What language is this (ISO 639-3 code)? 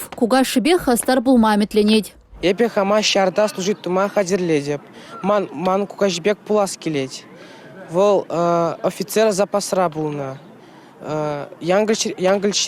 chv